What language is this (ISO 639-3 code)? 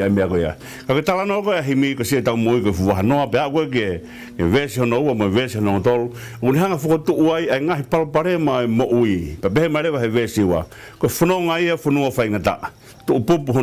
ton